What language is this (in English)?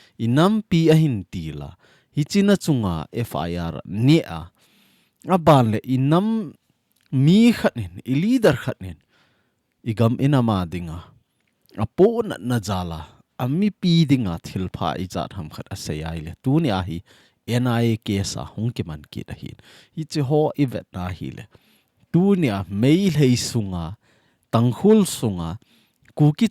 Thado Chin